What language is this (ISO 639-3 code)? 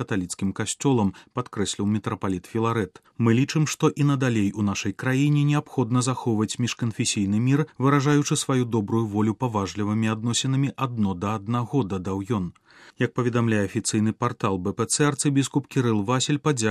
bel